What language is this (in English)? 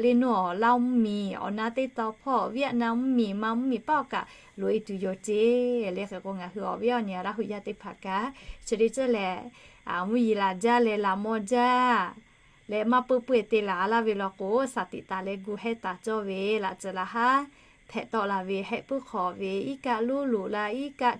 Lahu